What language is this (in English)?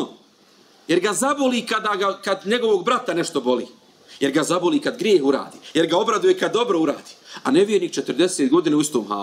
Bosnian